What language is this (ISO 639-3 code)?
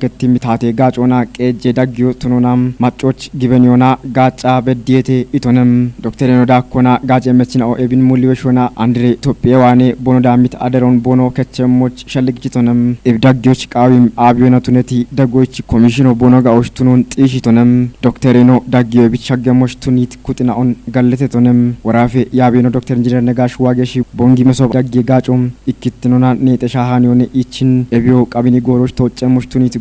kbr